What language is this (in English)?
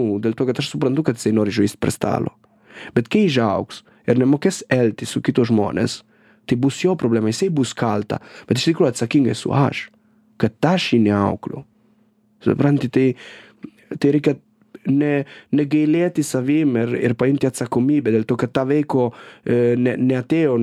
Lithuanian